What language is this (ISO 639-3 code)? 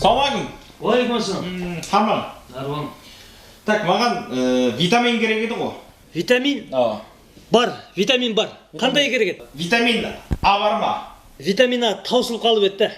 kaa